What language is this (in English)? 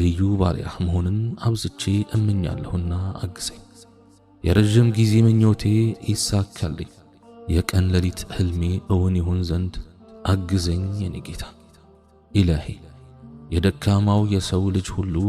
Amharic